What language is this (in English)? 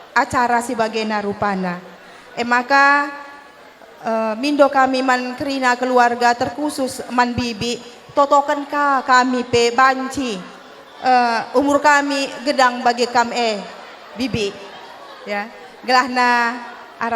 Batak Karo